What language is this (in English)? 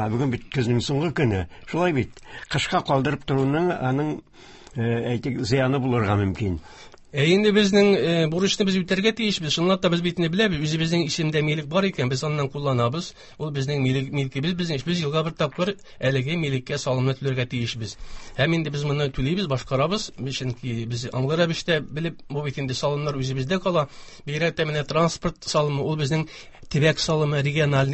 Tatar